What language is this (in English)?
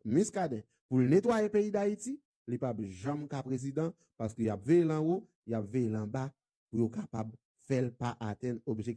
Haitian Creole